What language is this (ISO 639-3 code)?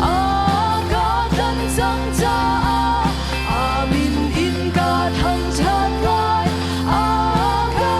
cnh